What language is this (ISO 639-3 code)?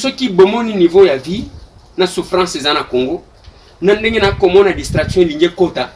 lin